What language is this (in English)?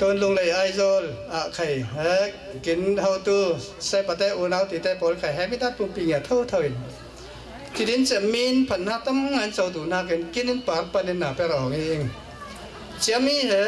Falam Chin